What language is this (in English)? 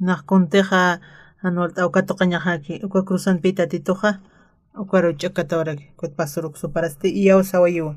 Aymara